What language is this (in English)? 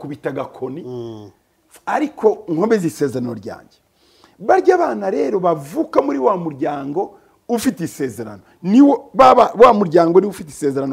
Kinyarwanda